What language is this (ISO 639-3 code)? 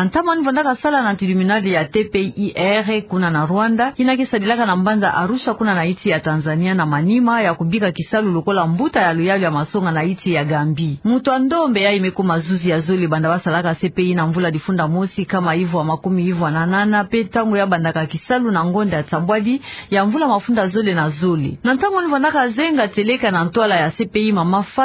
ktu